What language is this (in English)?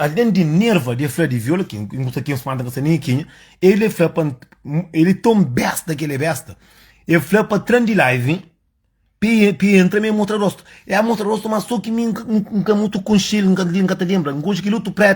Kabuverdianu